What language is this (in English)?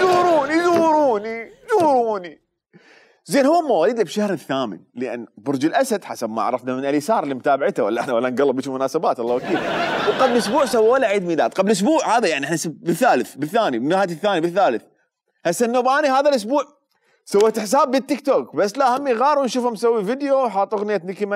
Mesopotamian Arabic